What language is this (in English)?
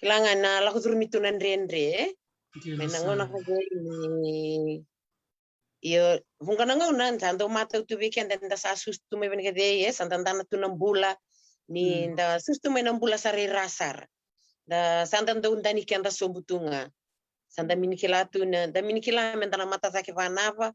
Fijian